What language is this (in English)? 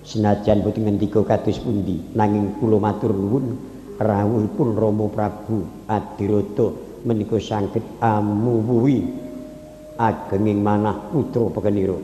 Javanese